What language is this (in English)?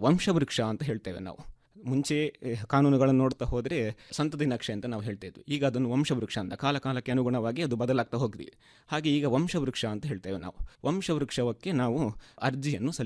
Kannada